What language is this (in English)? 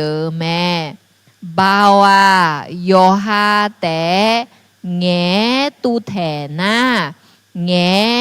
Akha